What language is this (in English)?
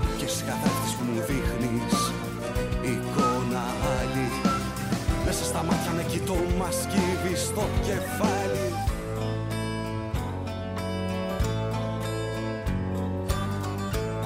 Greek